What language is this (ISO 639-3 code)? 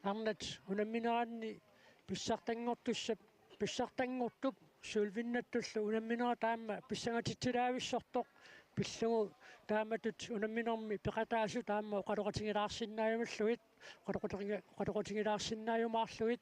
kal